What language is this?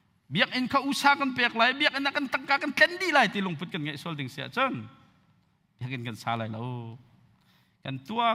Hakha Chin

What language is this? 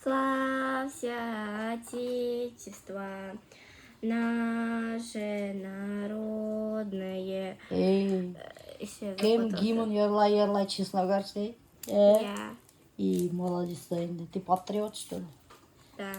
Bashkir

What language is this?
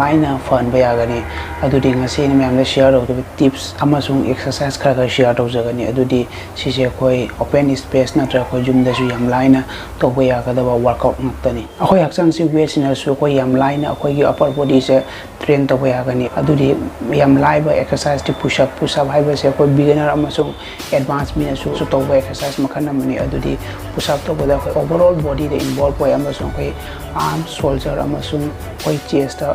Manipuri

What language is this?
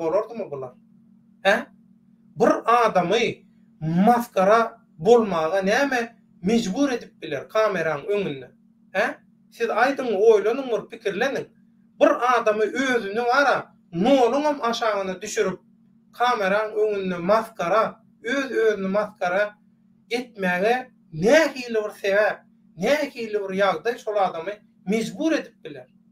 Turkmen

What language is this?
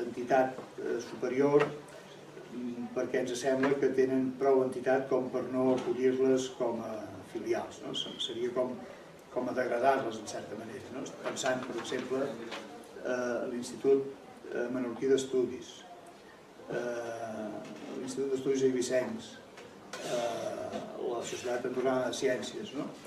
Catalan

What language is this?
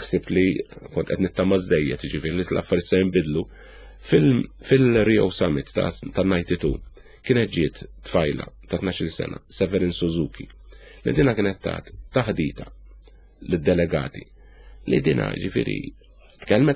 Maltese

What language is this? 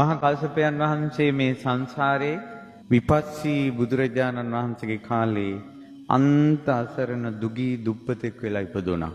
Sinhala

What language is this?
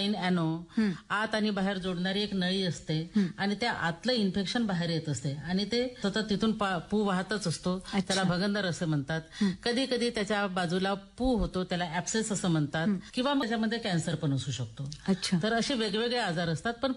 Marathi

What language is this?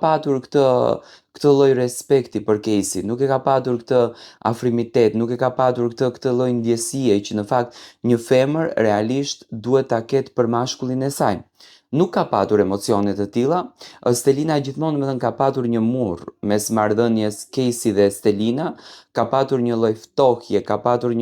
Albanian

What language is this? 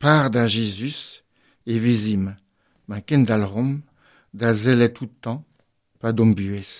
Breton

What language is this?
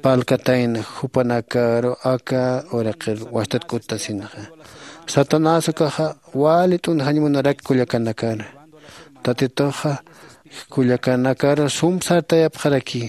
Aymara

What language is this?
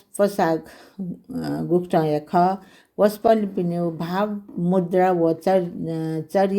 Newari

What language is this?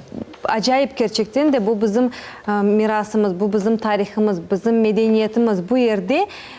Crimean Tatar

